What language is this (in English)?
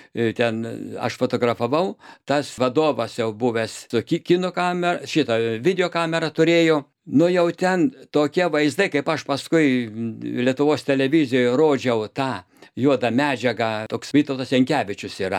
Lithuanian